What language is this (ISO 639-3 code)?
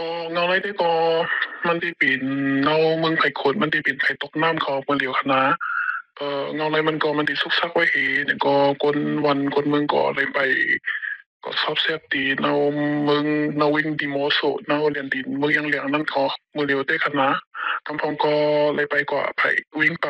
shn